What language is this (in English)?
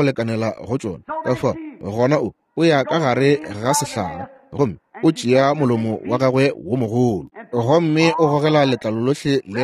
Northern Sotho